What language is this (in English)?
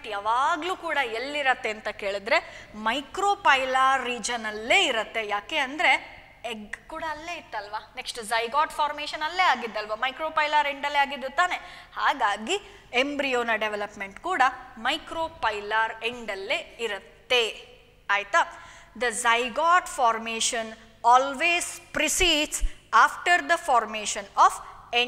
Kannada